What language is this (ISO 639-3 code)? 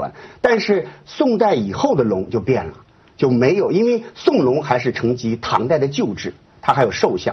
zho